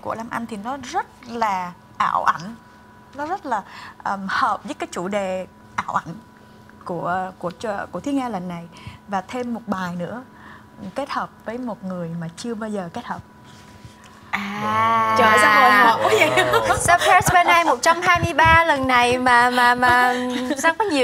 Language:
Vietnamese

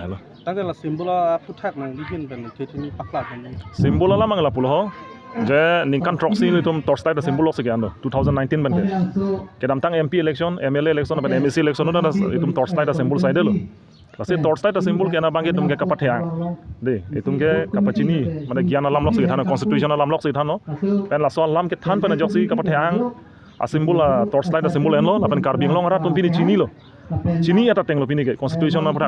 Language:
Karbi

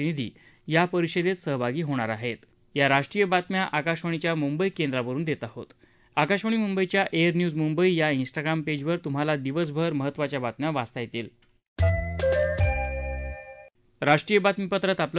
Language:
Marathi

